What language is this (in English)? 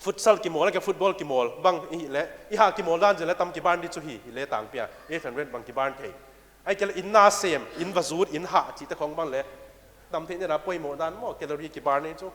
Paite Chin